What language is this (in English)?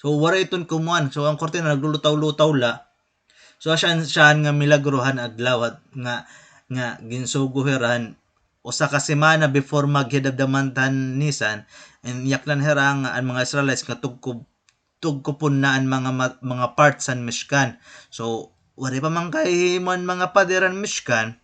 Waray